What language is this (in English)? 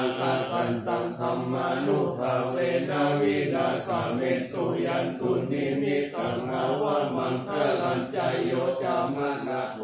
Pali